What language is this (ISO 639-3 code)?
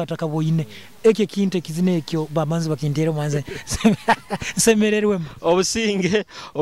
nyo